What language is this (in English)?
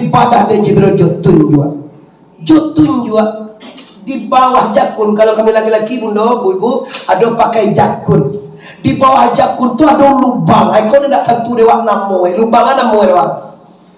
Minangkabau